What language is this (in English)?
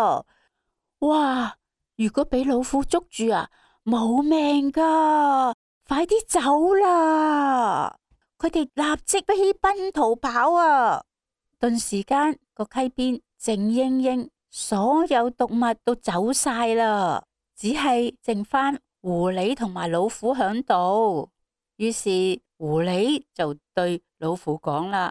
Cantonese